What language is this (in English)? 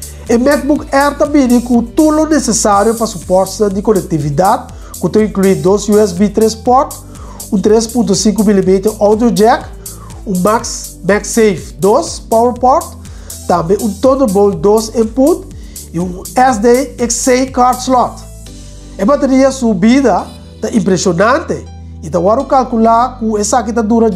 Portuguese